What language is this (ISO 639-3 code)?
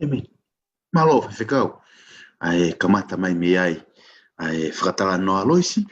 ton